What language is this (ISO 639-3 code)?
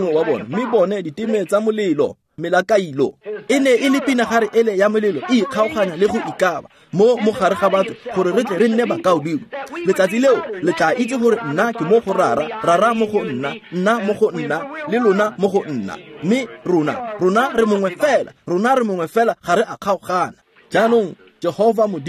tsn